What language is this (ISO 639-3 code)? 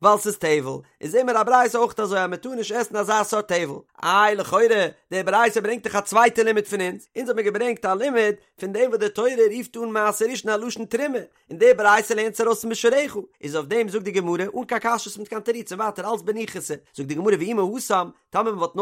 yid